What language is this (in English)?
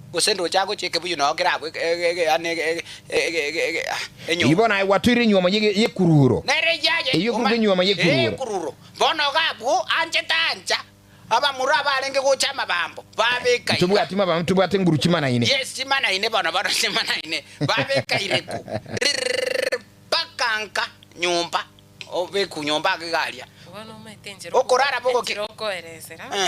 Gusii